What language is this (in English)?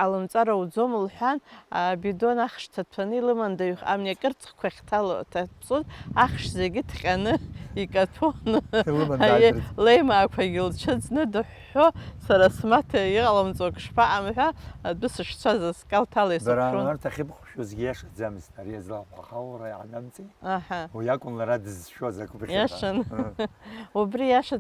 Abkhazian